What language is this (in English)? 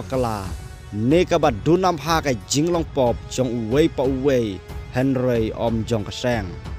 Khasi